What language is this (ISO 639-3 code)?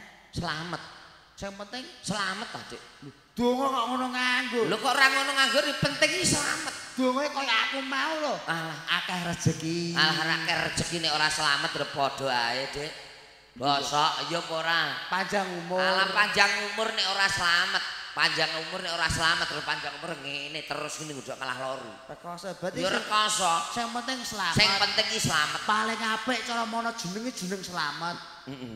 jav